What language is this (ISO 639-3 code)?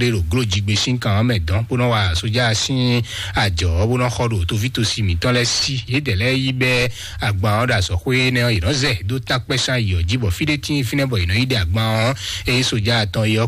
fon